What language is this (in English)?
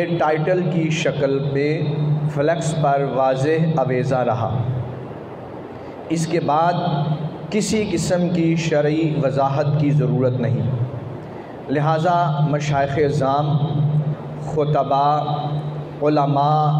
Urdu